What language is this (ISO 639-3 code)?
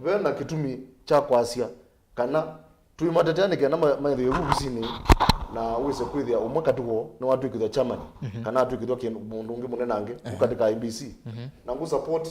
kam